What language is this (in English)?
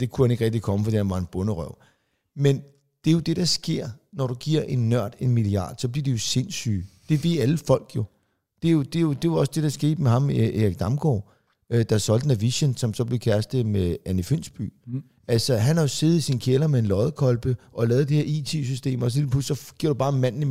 Danish